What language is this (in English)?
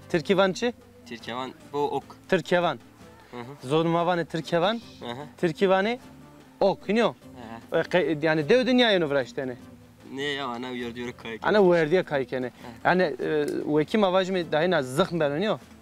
Zaza